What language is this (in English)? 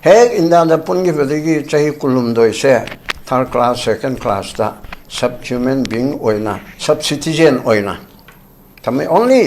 Manipuri